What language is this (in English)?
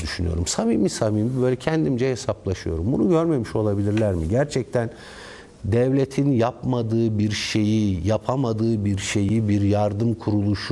Turkish